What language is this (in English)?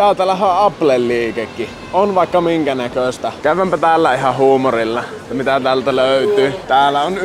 Finnish